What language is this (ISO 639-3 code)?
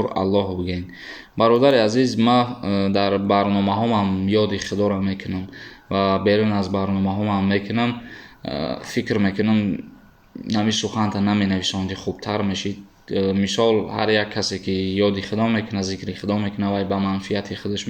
tgk